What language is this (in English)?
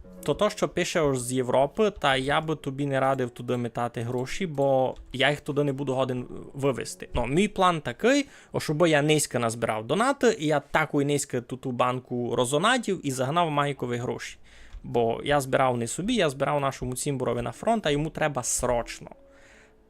Rusyn